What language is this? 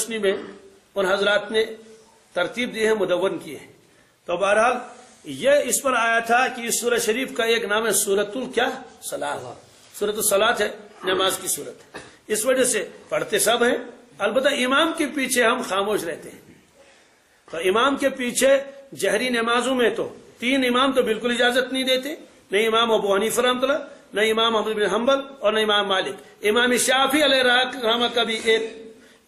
Urdu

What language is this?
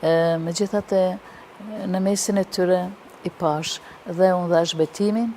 Albanian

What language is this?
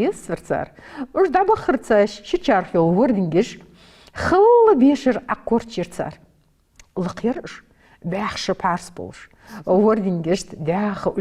Ingush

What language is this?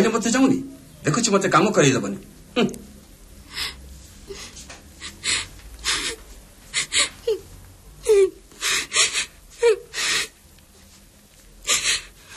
Odia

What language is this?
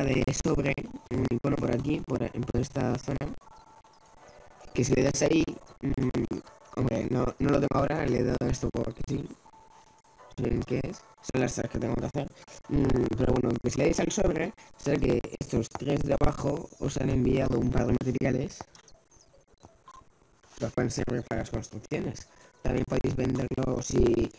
Spanish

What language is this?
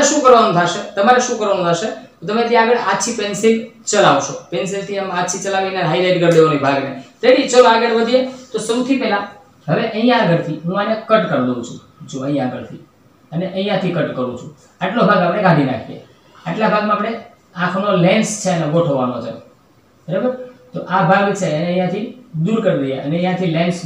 Gujarati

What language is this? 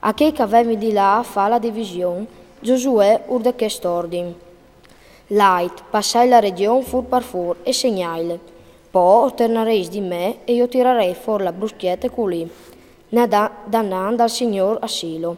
Friulian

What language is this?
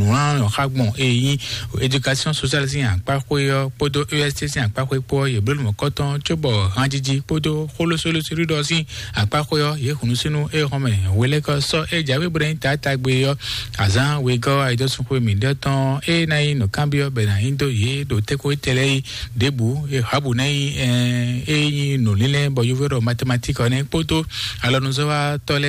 Fon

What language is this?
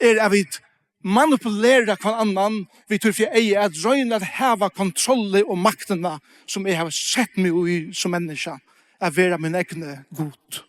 Faroese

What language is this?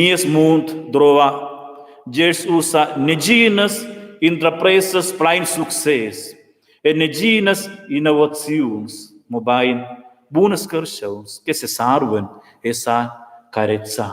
Romansh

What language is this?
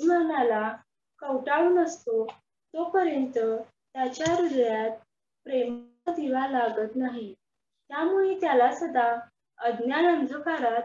Marathi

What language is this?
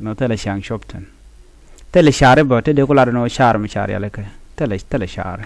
Nuer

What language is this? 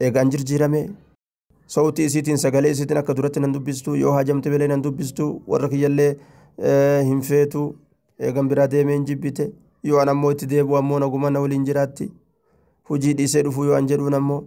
Oromo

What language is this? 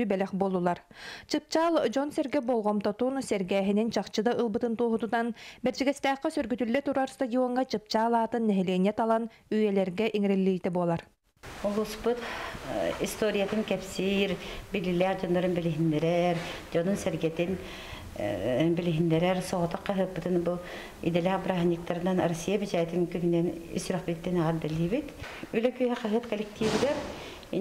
Yakut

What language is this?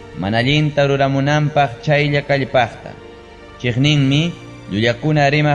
Ayacucho Quechua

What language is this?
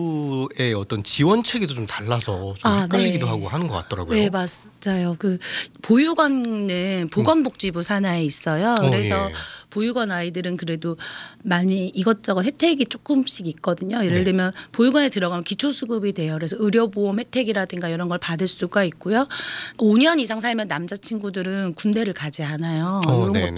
Korean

